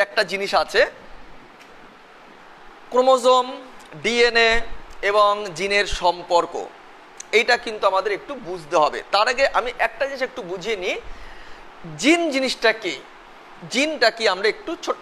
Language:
Bangla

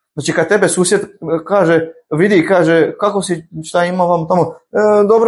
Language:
Croatian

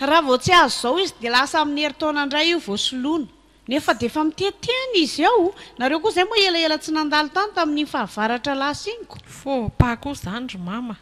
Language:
Malagasy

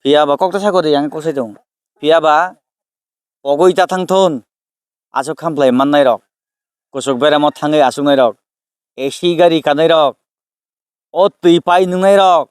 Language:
Kok Borok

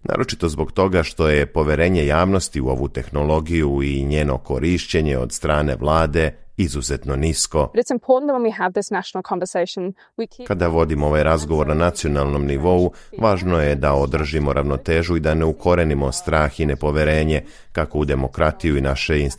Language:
Serbian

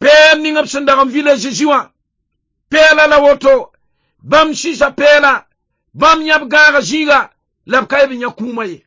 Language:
Mossi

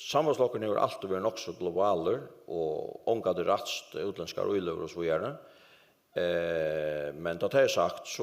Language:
Faroese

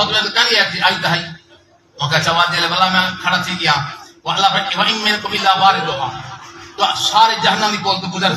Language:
Saraiki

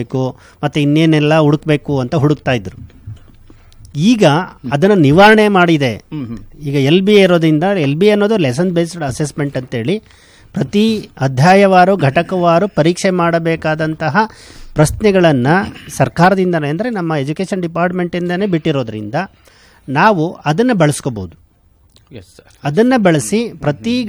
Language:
Kannada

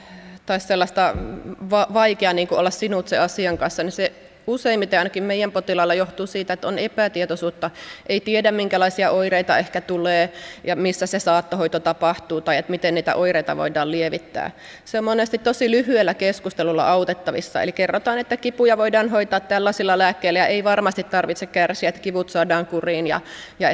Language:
Finnish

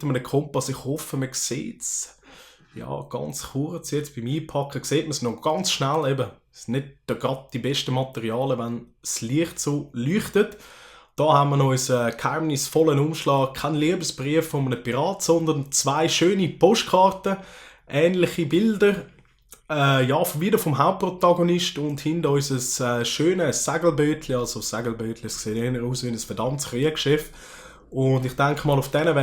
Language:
Swiss German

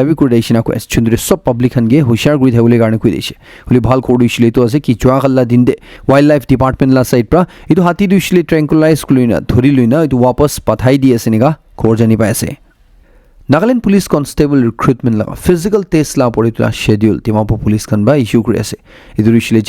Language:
Naga Pidgin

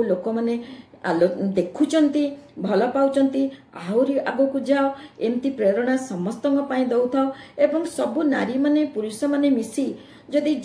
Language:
Odia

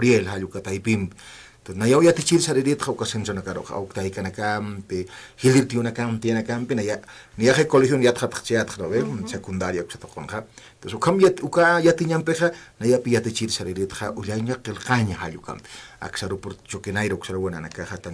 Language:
Aymara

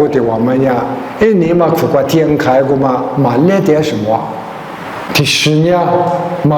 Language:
Lisu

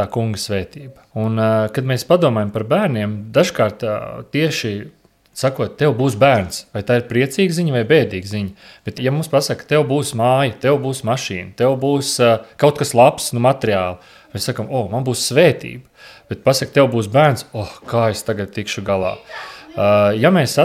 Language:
Latvian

